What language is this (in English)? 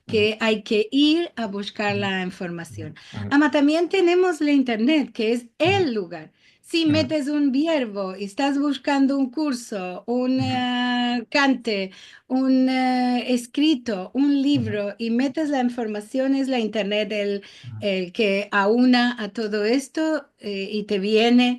Ladino